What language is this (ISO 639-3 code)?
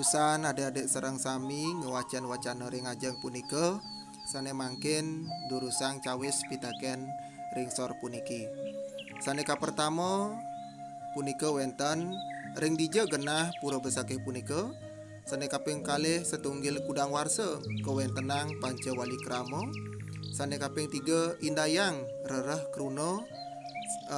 ban